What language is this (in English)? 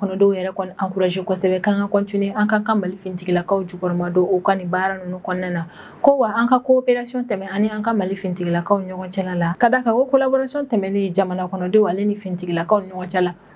Bambara